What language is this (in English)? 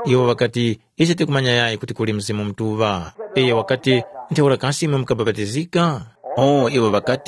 Tumbuka